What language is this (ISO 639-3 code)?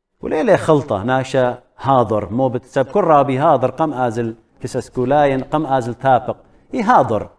aii